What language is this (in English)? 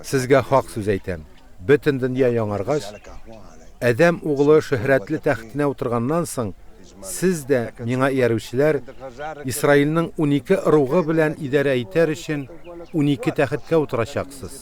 Tatar